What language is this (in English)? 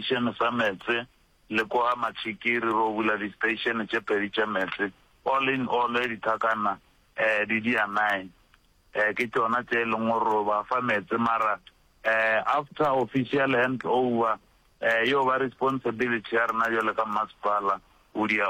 Northern Sotho